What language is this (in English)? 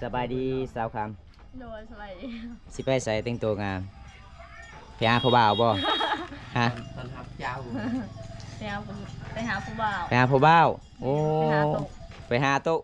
Lao